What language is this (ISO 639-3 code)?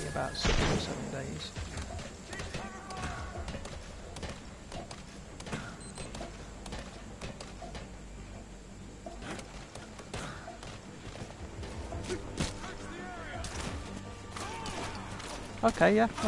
eng